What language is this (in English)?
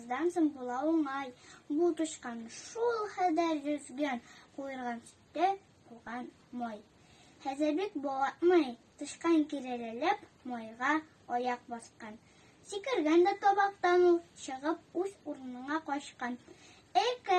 Tatar